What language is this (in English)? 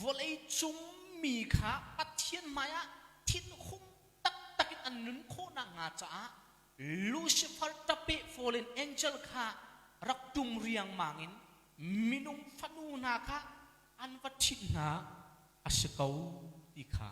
Hakha Chin